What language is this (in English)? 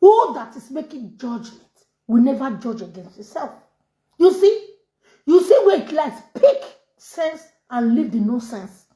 Nigerian Pidgin